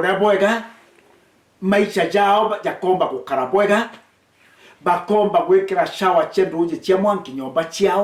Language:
Meru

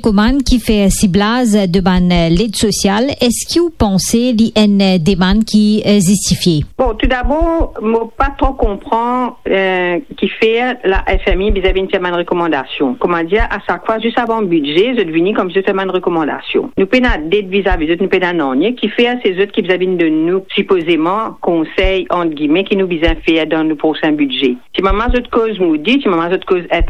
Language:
Morisyen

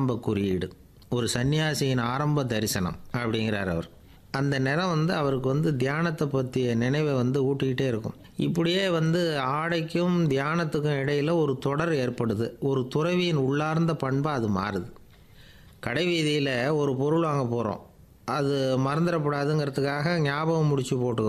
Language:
Tamil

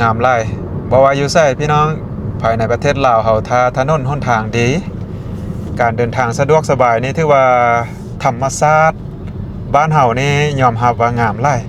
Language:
Lao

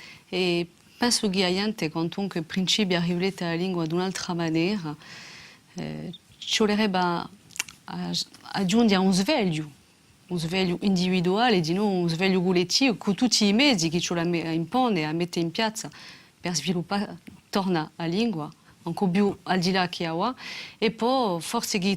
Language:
Corsican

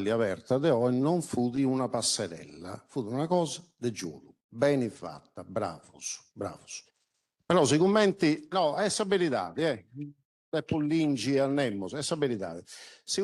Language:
Sardinian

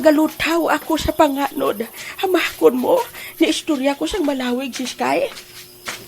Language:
Hiligaynon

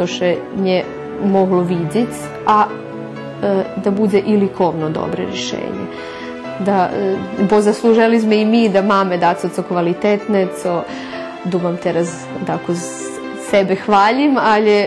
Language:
Rusyn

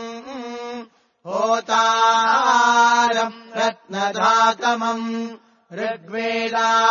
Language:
Sanskrit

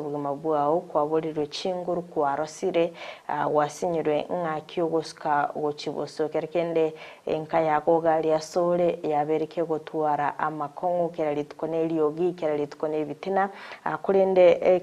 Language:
Gusii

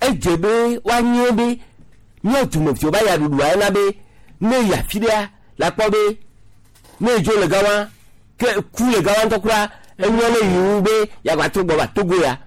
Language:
Gen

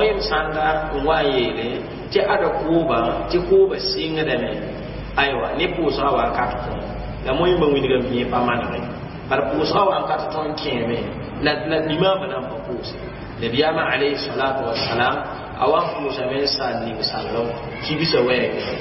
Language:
Mossi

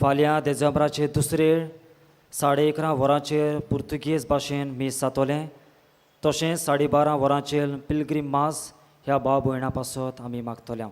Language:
Konkani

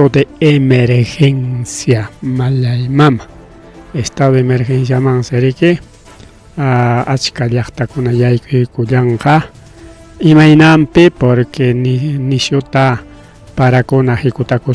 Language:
Ayacucho Quechua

